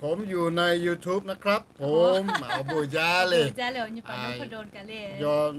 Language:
Lahu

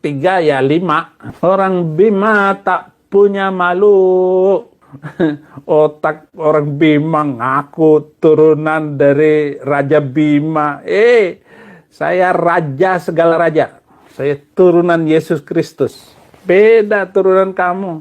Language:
Bima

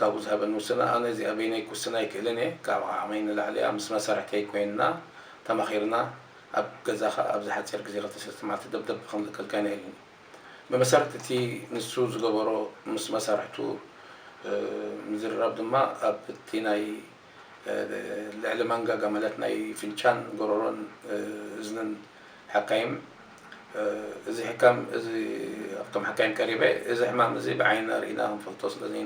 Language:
Tigrinya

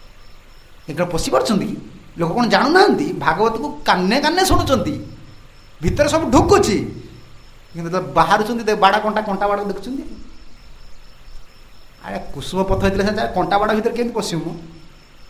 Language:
Odia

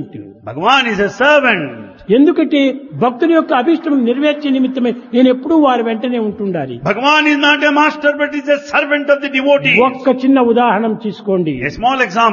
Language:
Telugu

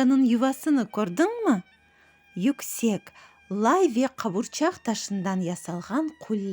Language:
Crimean Tatar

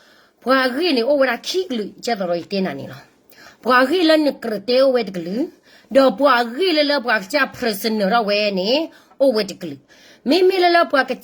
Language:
S'gaw Karen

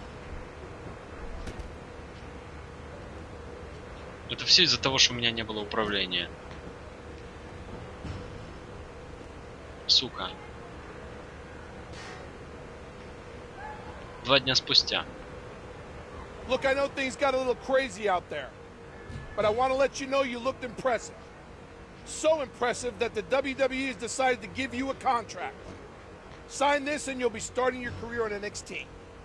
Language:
Russian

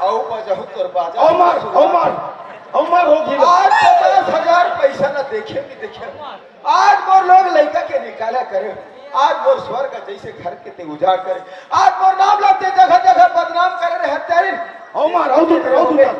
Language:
Chhattisgarhi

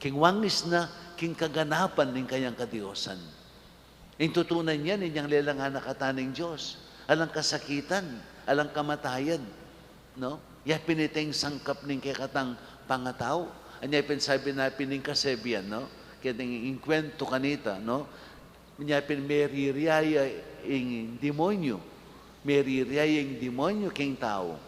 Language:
Pampanga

